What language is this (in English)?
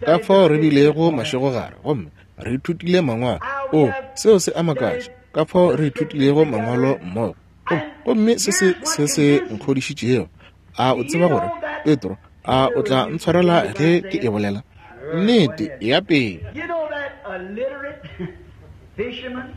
Northern Sotho